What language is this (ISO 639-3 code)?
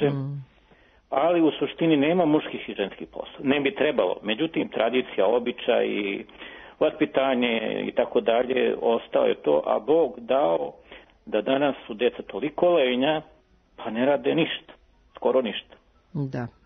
srp